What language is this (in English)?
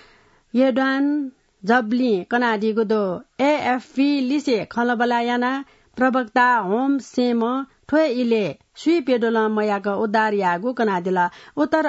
Newari